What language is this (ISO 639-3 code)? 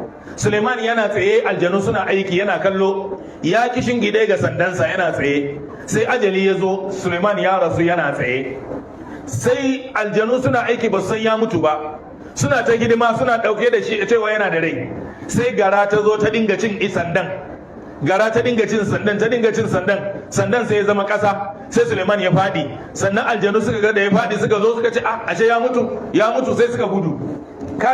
hau